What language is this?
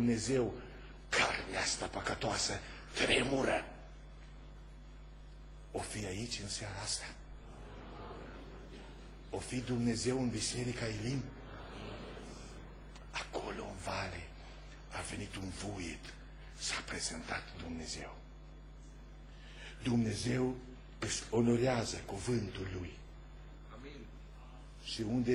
Romanian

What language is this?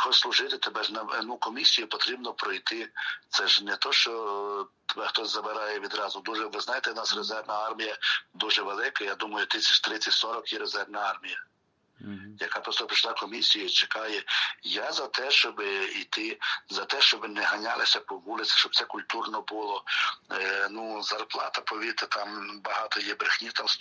Ukrainian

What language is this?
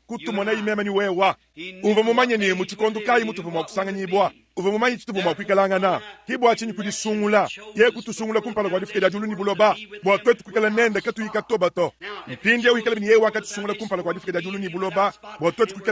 Luba-Lulua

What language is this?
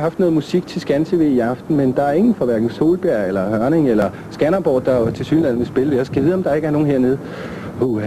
Danish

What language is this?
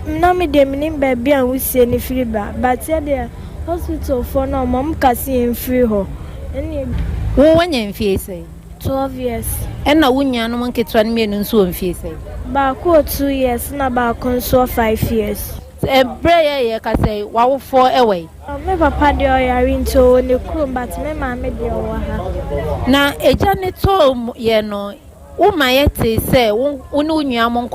Akan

